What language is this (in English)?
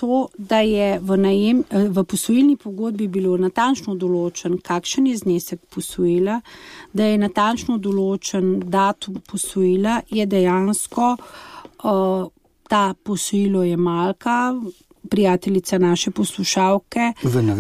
Slovenian